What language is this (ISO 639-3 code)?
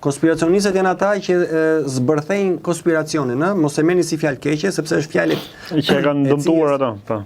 sqi